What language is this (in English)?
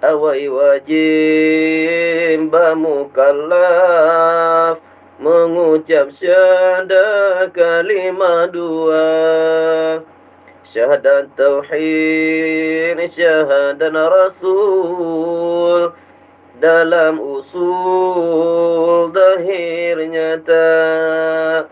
Achinese